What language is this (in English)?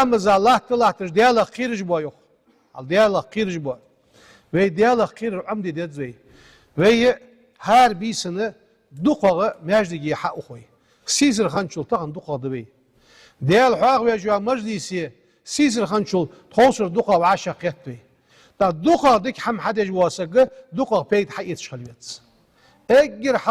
Ingush